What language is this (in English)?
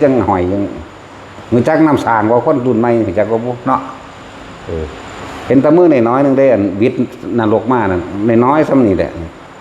Northeastern Thai